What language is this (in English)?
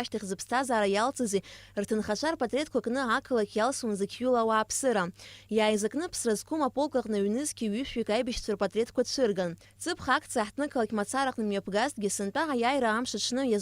Abkhazian